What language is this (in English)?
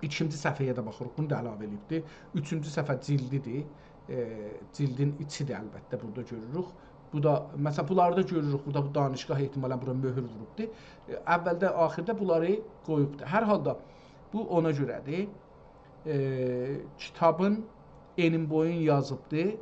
South Azerbaijani